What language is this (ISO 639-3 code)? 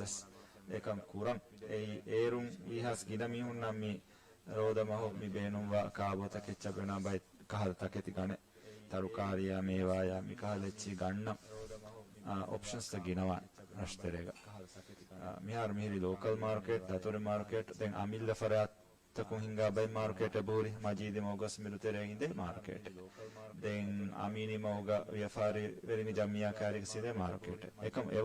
div